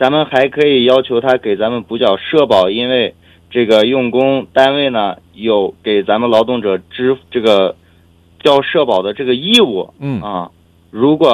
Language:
Chinese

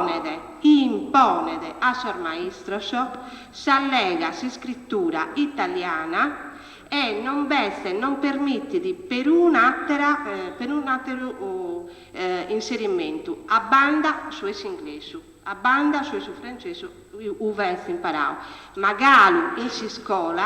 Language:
Sardinian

